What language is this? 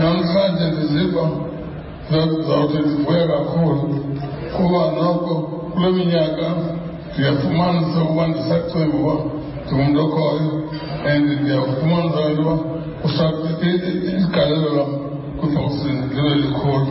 Xhosa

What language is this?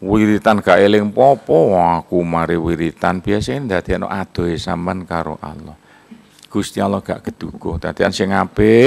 Javanese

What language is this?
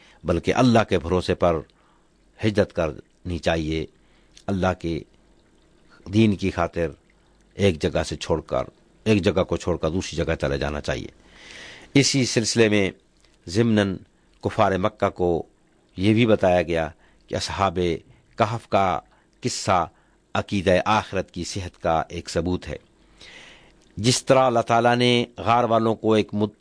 Urdu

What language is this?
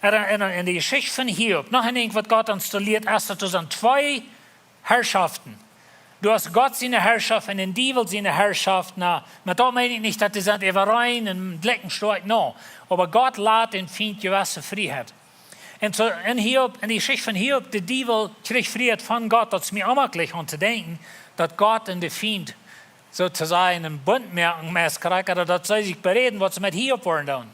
Plautdietsch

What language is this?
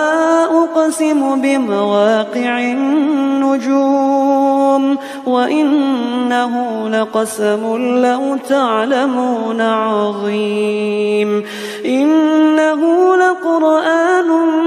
Arabic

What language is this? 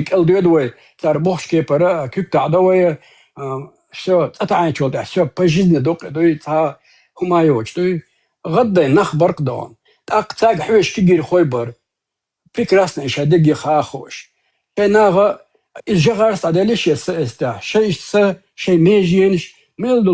Chechen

